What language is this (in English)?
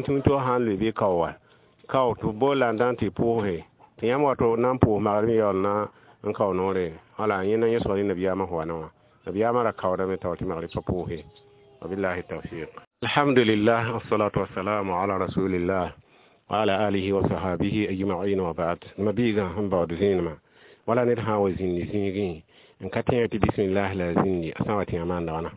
Mossi